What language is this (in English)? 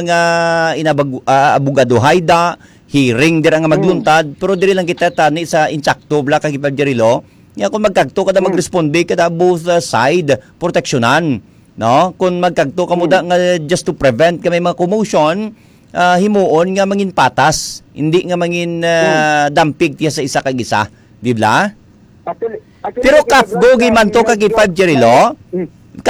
Hiligaynon